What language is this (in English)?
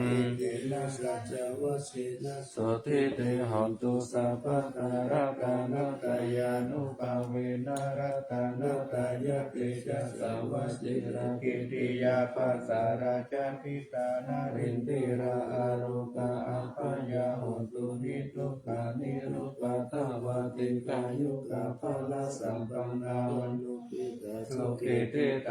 Pali